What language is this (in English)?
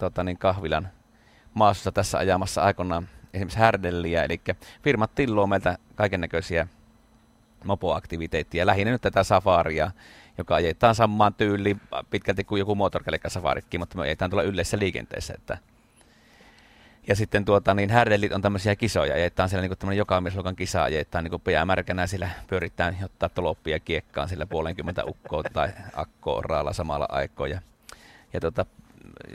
Finnish